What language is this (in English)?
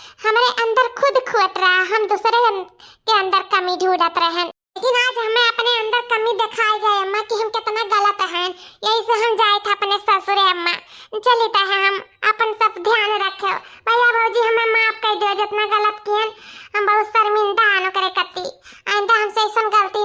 Awadhi